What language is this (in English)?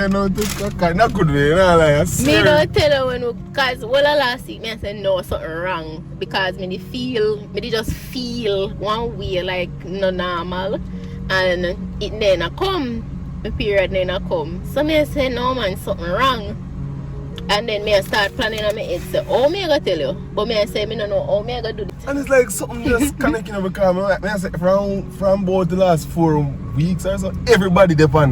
Jamaican Creole English